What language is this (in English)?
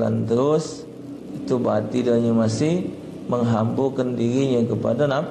Musi